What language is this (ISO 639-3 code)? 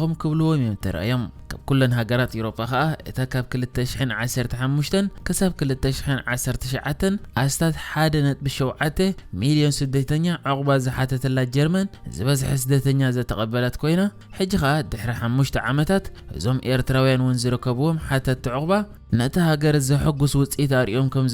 tir